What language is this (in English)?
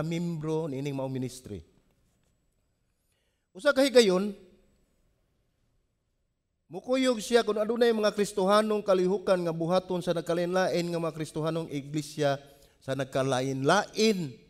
Cebuano